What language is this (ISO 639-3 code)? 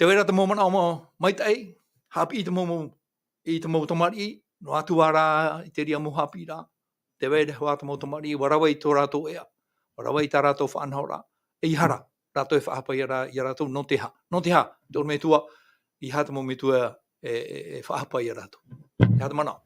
tah